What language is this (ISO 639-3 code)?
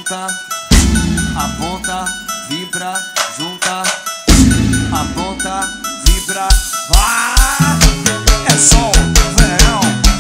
por